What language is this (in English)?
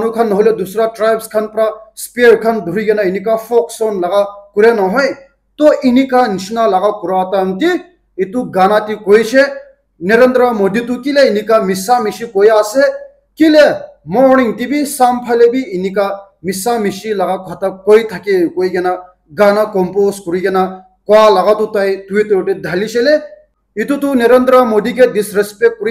Naga Pidgin